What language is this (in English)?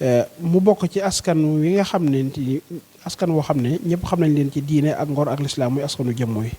Wolof